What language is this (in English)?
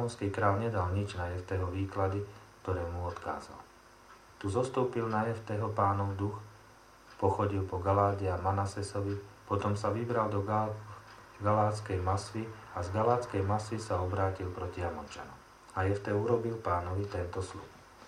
Slovak